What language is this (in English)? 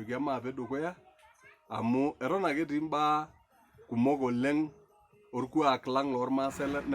Masai